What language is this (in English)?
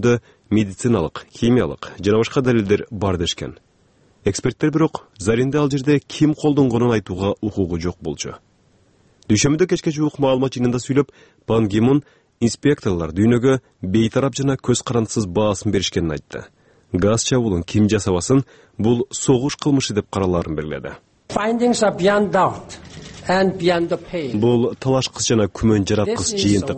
Kyrgyz